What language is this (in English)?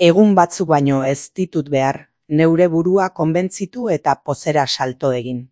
Basque